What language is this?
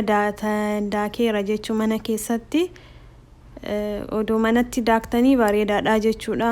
Oromo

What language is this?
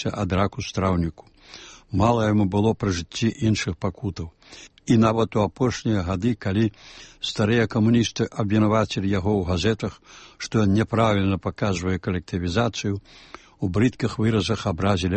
Belarusian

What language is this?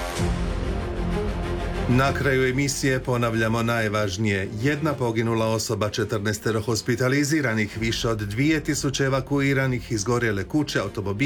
Croatian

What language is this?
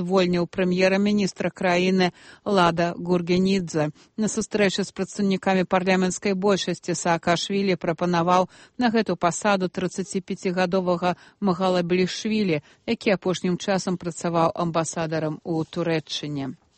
Belarusian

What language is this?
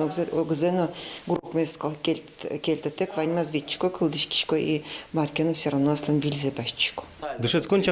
Udmurt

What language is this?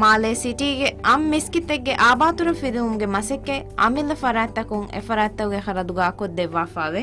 Divehi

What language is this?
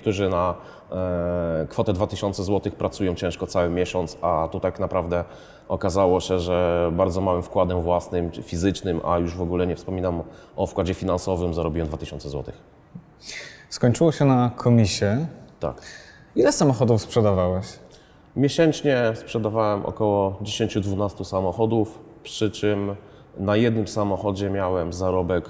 Polish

